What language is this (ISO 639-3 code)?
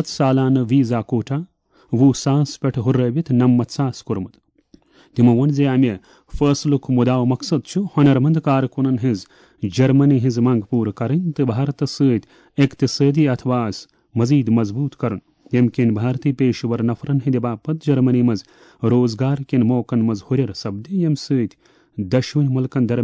kas